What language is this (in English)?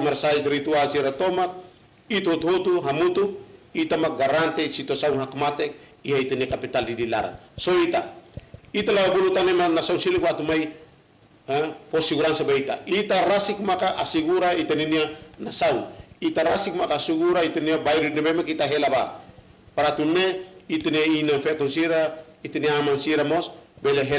Tetum